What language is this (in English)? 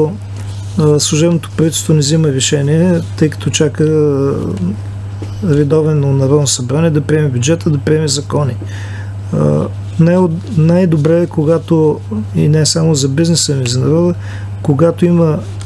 Bulgarian